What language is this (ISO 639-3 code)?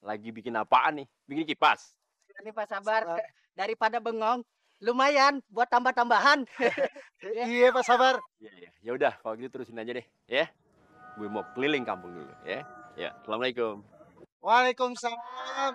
bew